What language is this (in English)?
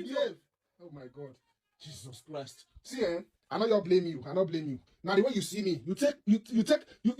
Nigerian Pidgin